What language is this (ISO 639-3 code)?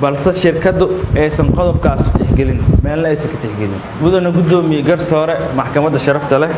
som